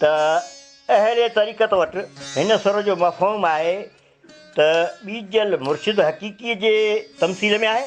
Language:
Sindhi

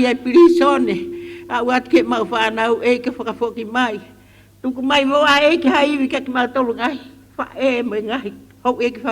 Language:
Tongan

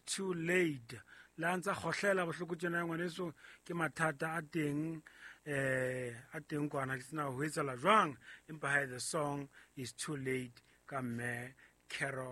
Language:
Southern Sotho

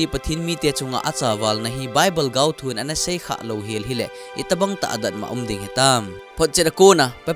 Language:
Thado Chin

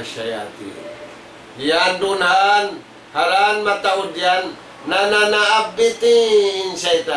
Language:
Tausug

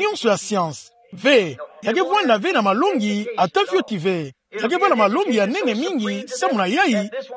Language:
Kituba (Democratic Republic of Congo)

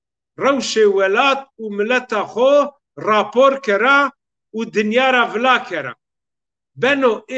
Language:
Zaza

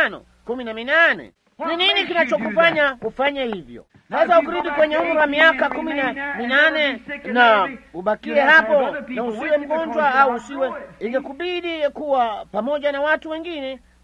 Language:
Swahili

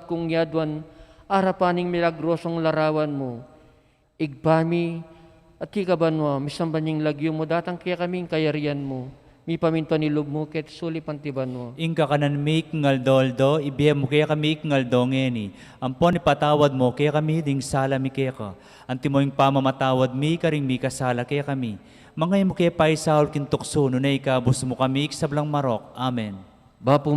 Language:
Pampanga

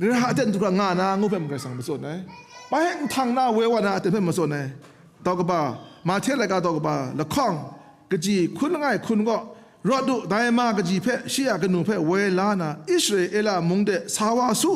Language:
Kachin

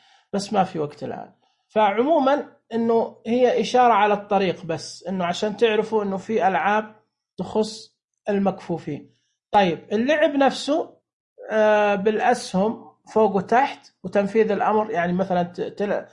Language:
Najdi Arabic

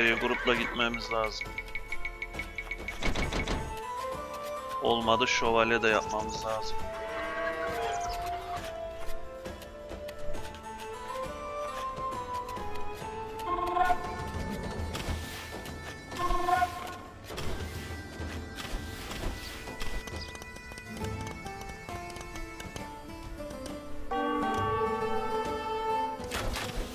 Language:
Turkish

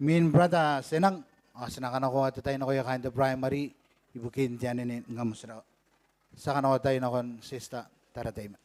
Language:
Gilbertese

